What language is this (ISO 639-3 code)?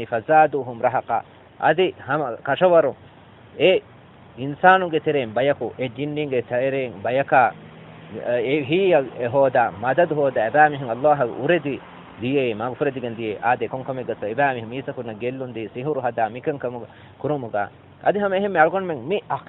div